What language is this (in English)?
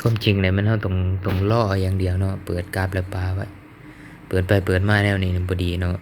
Lao